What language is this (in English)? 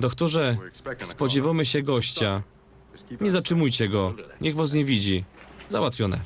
Silesian